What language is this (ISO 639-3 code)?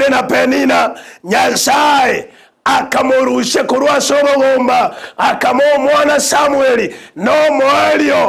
guz